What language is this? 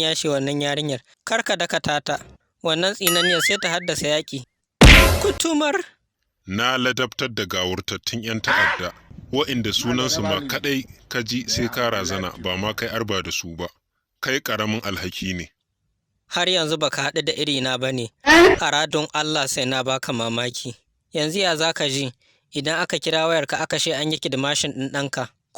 Hausa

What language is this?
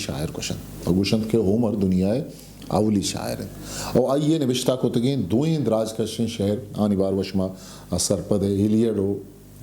Eastern Balochi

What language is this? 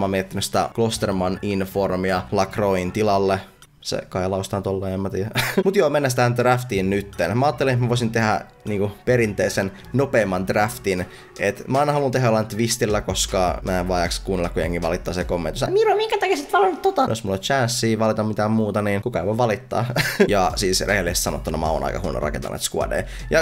Finnish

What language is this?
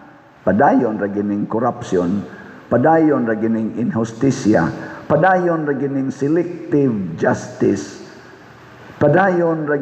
Cebuano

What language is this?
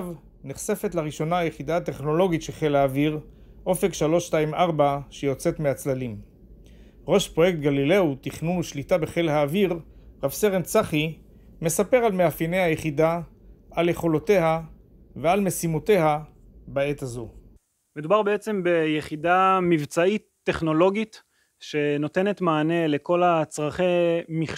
Hebrew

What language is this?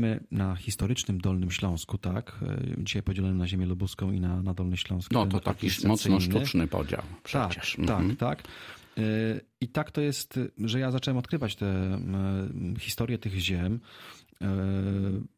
Polish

